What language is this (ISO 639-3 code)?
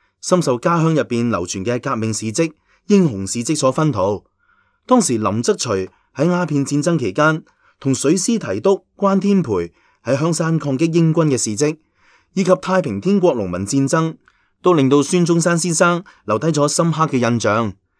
yue